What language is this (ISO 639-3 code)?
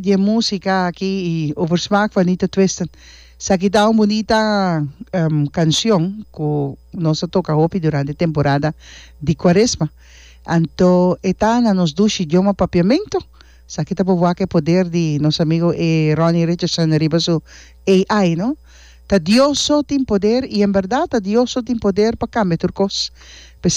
pap